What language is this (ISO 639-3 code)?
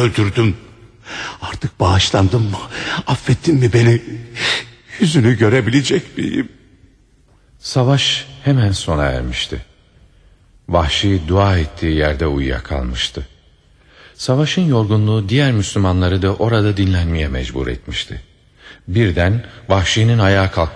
tur